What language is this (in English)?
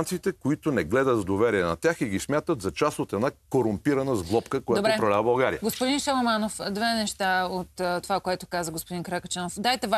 Bulgarian